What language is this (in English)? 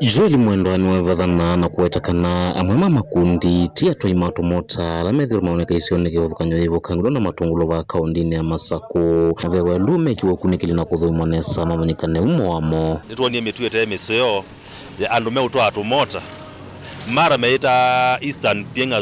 Kamba